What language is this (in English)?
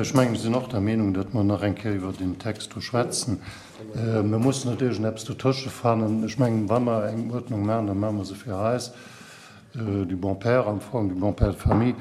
Luxembourgish